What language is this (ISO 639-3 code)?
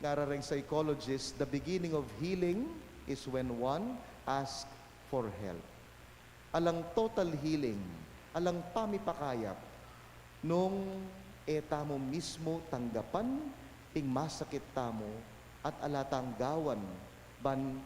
pam